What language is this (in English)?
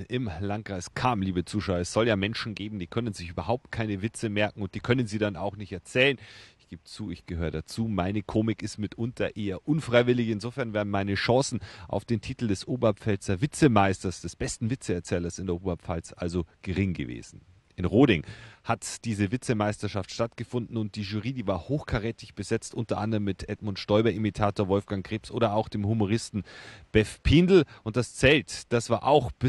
Bavarian